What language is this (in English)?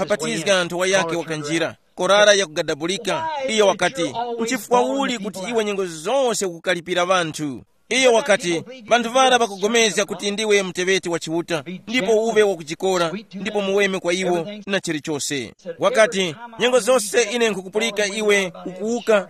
Tumbuka